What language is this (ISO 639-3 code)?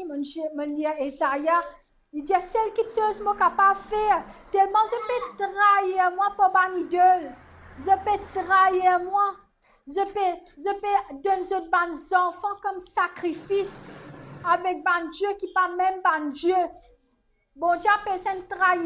mfe